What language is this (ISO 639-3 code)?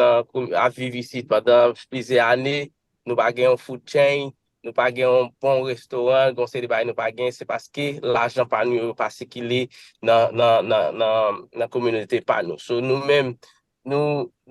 hat